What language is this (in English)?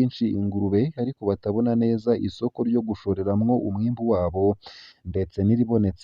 Rundi